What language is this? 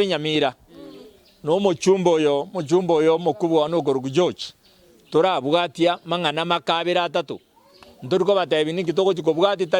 Gusii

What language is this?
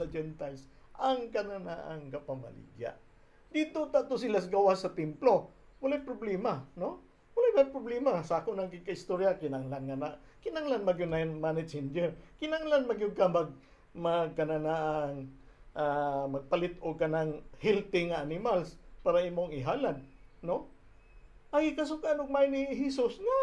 Cebuano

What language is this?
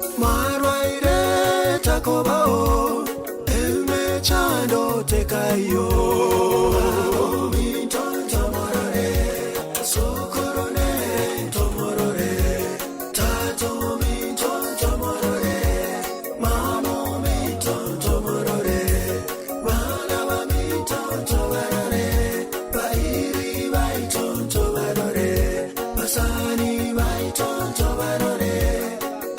Gusii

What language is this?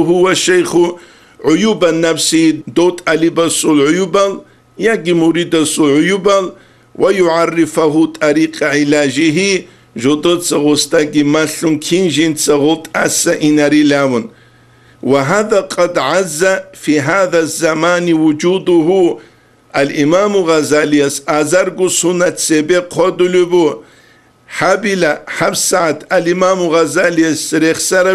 Avaric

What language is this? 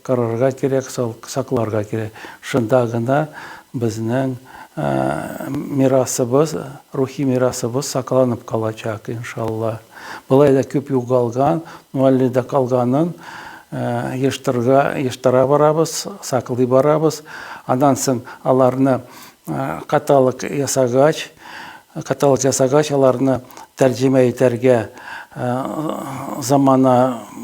Tatar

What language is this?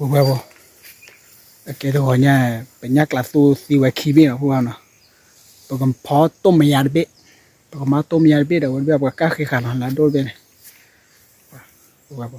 S'gaw Karen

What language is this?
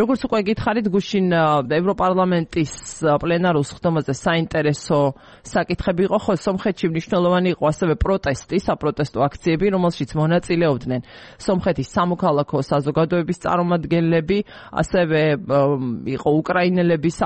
Georgian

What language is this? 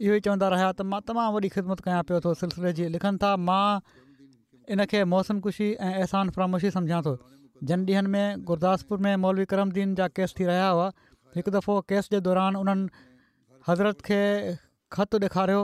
Sindhi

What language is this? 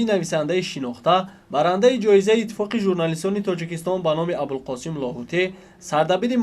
Tajik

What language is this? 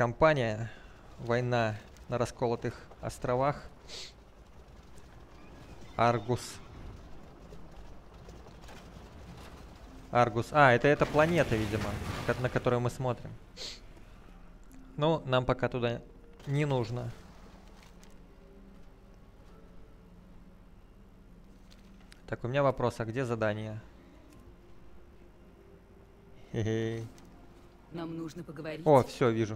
Russian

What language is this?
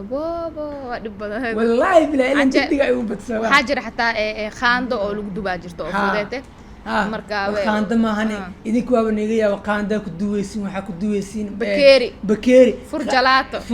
Somali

